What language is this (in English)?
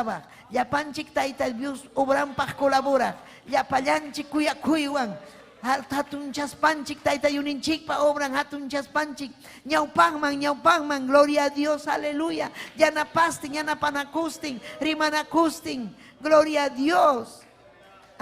Ayacucho Quechua